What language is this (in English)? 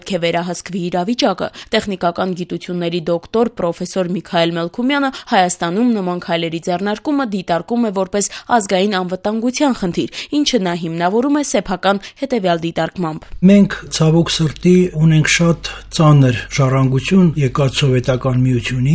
Armenian